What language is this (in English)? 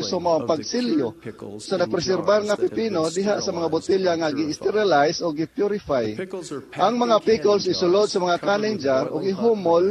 Cebuano